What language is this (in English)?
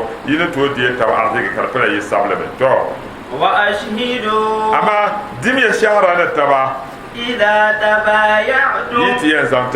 Dagbani